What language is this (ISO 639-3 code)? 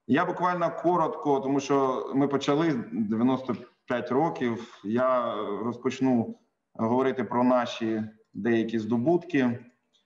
ukr